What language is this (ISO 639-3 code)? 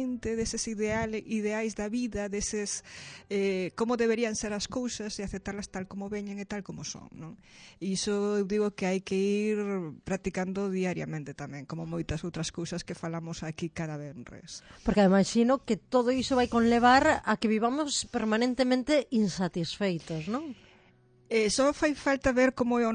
glg